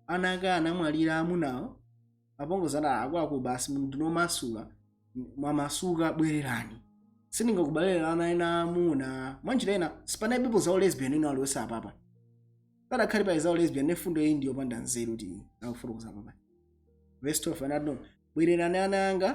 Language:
Nyanja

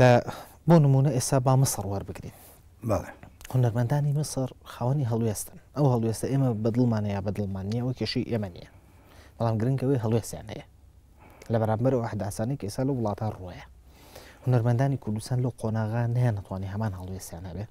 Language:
Central Kurdish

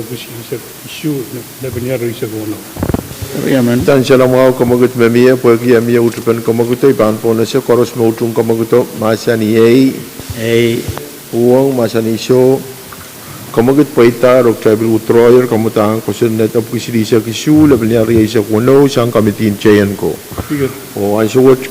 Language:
Pohnpeian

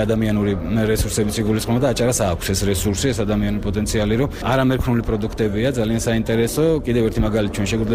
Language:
Georgian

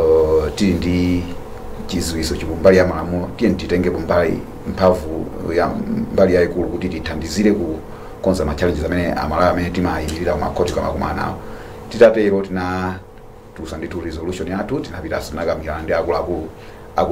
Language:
Nyanja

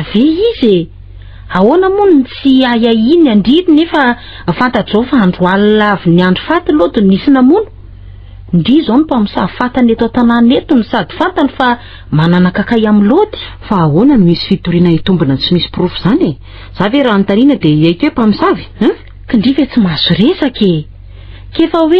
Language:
Malagasy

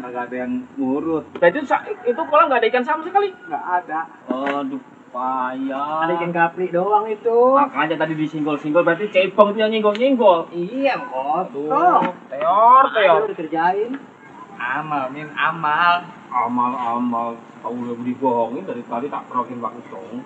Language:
Betawi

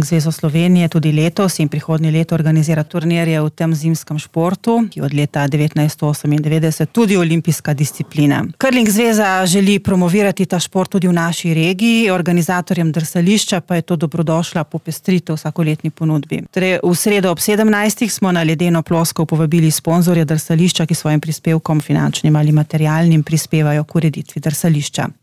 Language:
Slovenian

